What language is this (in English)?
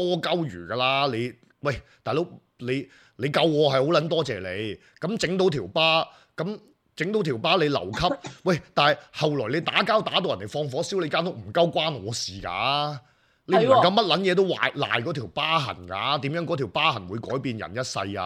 Cantonese